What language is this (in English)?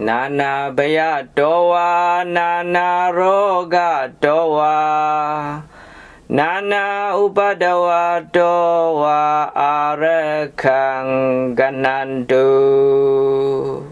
Pali